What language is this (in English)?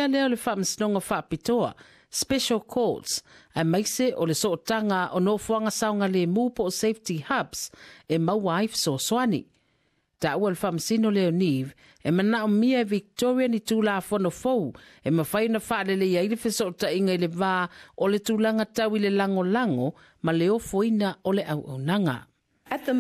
Samoan